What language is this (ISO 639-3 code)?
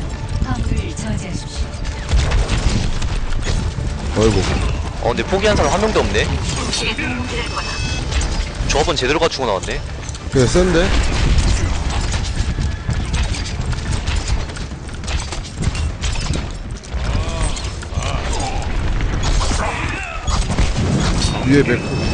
kor